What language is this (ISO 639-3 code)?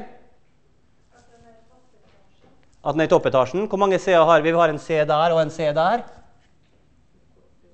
nor